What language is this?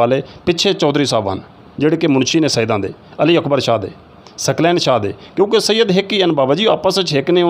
Saraiki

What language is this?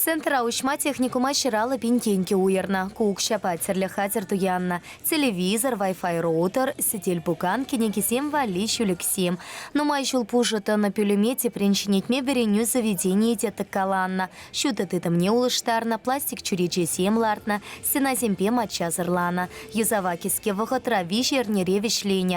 Chuvash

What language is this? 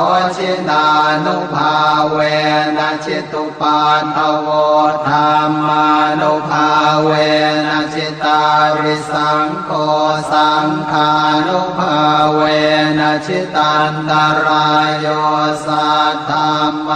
Pali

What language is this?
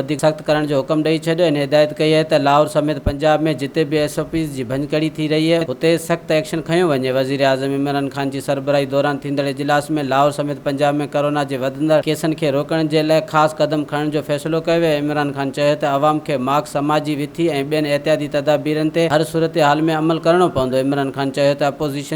Sindhi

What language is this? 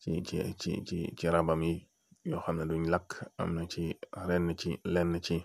Wolof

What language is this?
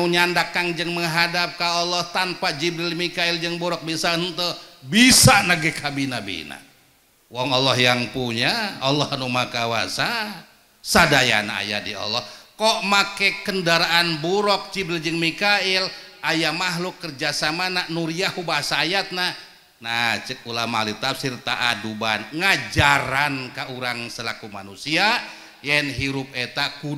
Sundanese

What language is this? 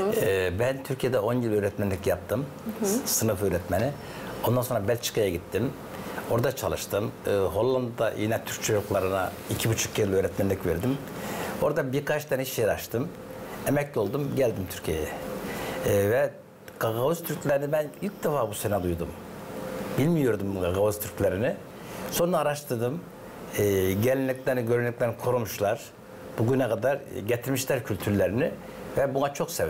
Gagauz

